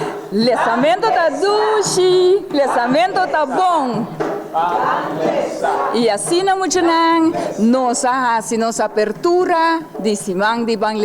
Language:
Papiamento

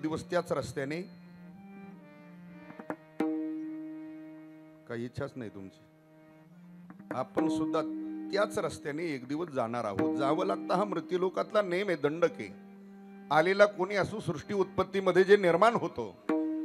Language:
Marathi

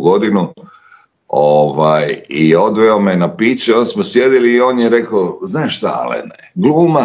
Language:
Croatian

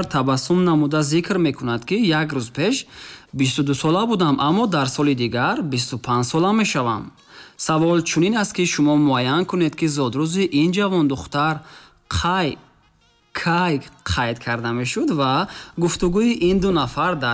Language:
Tajik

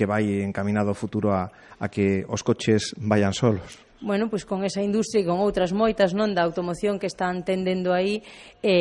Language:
Galician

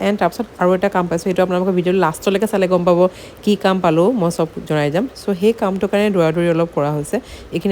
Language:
Assamese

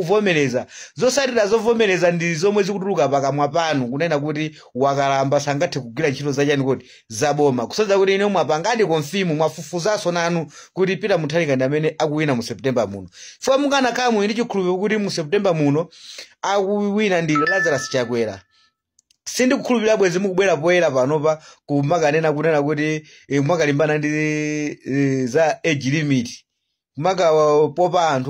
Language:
Nyanja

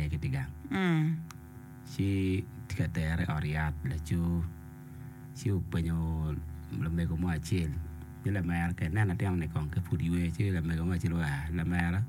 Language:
Acoli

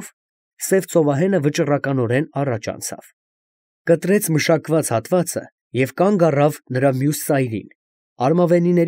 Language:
Armenian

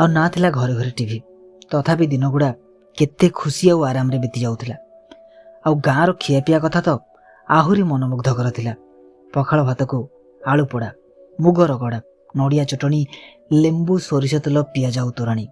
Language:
Odia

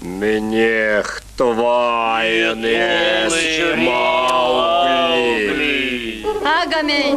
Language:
Chuvash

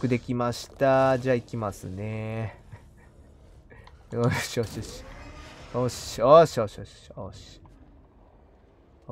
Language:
Japanese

